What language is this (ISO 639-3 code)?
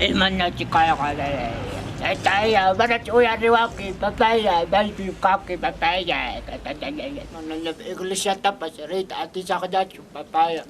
quy